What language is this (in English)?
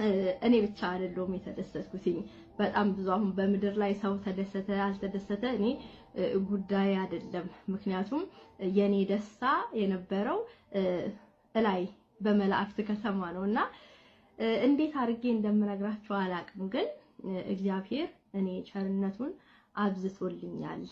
Amharic